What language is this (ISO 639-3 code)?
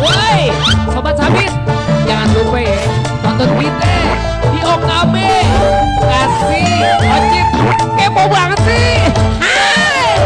bew